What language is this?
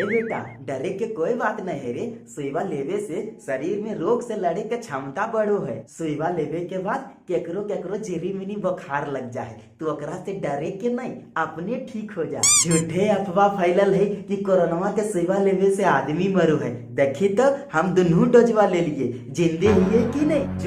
Magahi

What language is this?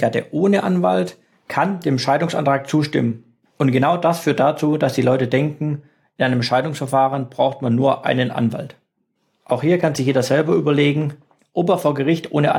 German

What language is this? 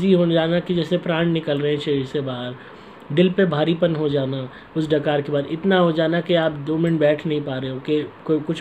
Hindi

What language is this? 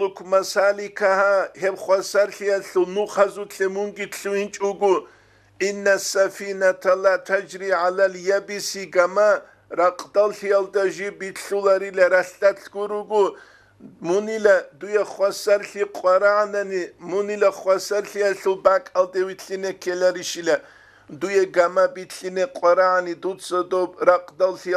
Avaric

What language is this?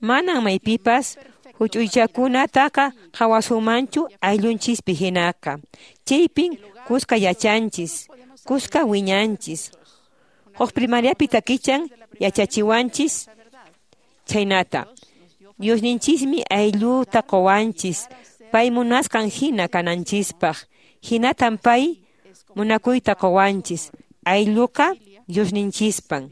Quechua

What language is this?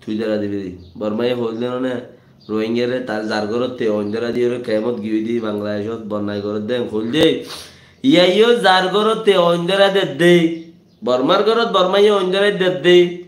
Rohingya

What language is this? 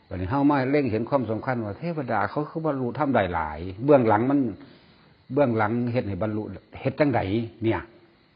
Northeastern Thai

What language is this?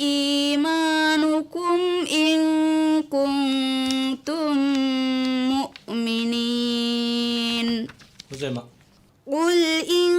Divehi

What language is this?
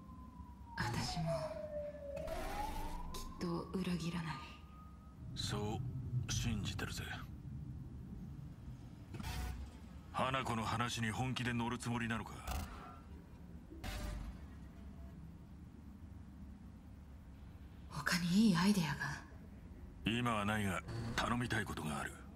Japanese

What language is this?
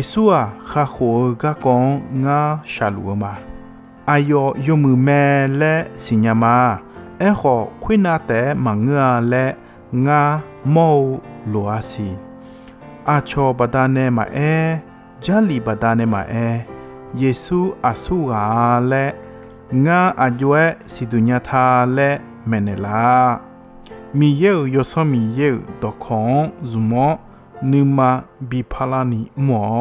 Akha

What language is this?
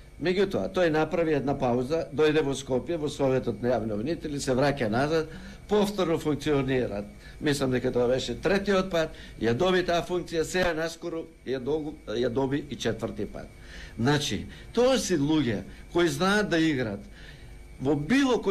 Macedonian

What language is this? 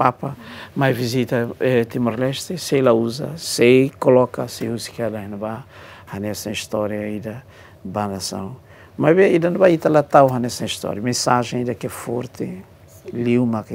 Tetum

